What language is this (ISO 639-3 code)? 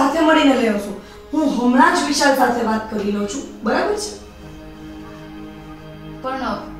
guj